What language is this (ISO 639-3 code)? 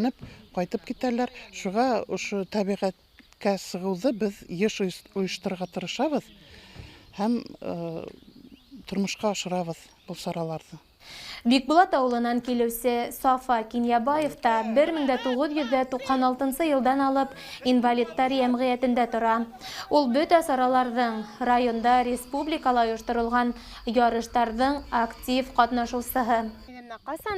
bak